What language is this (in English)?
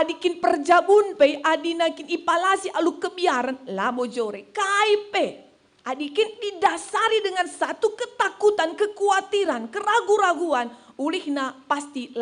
Batak Karo